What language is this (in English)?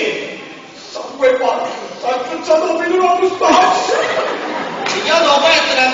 Neapolitan